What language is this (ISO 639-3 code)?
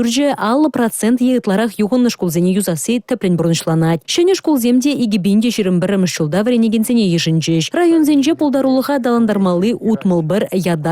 chv